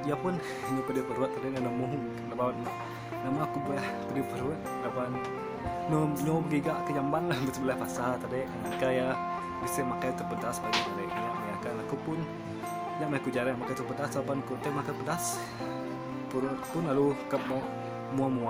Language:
Iban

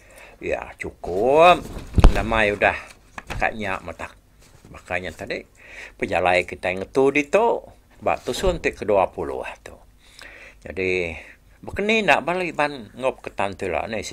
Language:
Iban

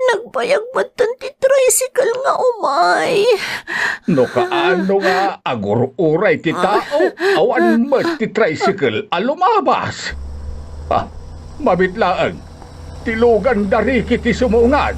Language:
Iloko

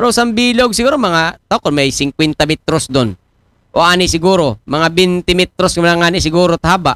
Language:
Aklanon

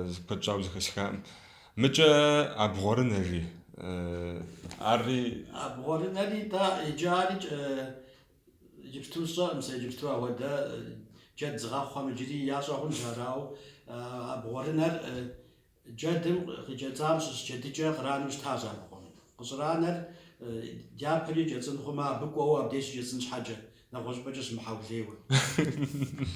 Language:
Kabardian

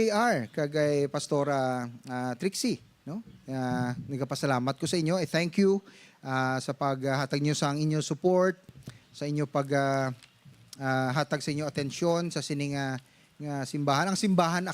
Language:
Hiligaynon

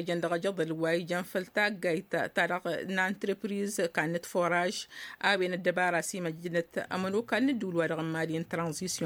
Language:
Tamasheq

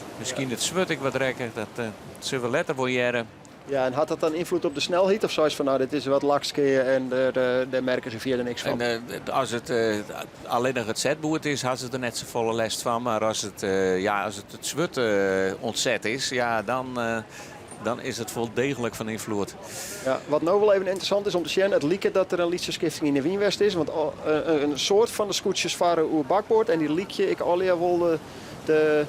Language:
Western Frisian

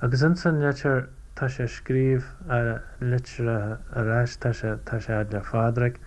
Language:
Irish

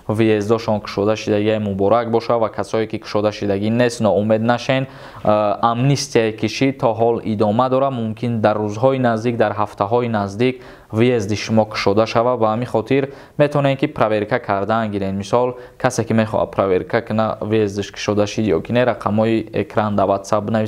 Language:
Tajik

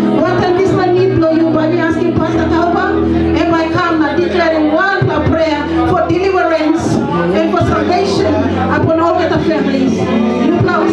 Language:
Tok Pisin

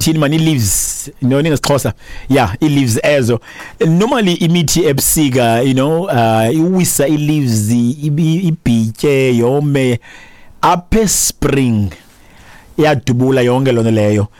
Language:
Xhosa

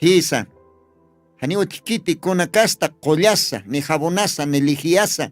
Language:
Aymara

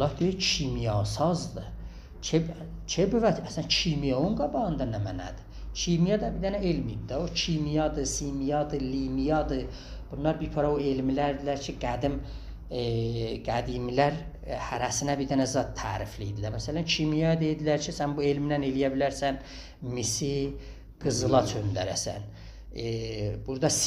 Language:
South Azerbaijani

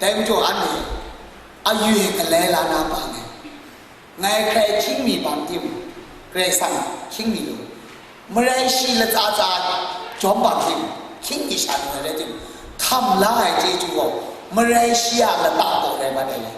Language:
Kachin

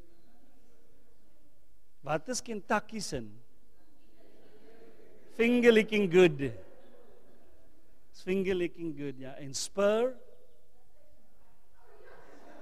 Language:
Afrikaans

